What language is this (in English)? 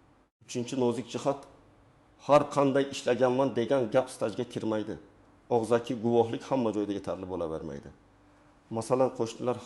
Uzbek